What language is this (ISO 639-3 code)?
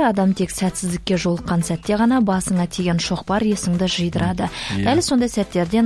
kaz